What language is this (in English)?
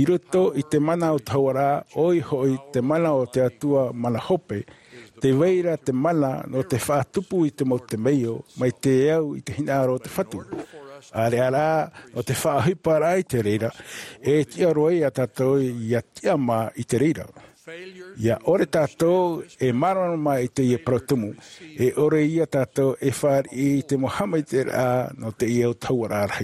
Tahitian